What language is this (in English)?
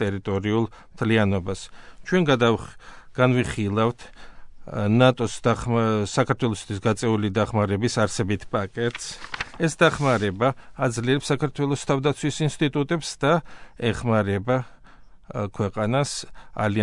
Georgian